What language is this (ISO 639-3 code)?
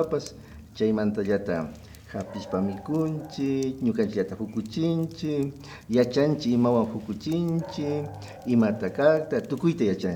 qvi